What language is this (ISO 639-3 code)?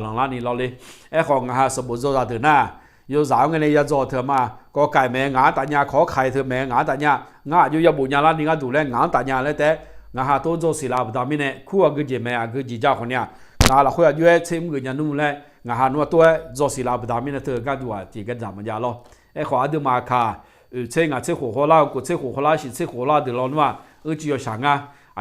ahk